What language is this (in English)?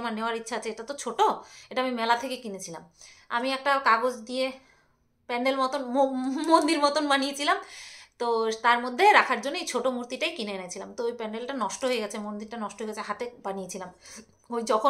Bangla